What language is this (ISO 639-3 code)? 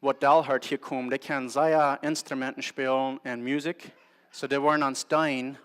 pdt